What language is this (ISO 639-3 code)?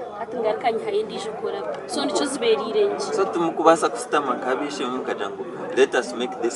nyn